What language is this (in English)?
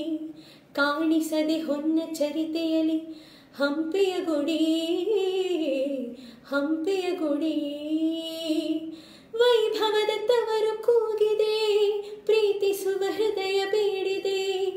Kannada